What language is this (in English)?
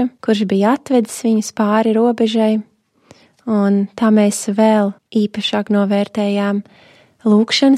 Latvian